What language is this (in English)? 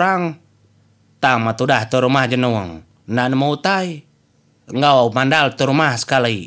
Iban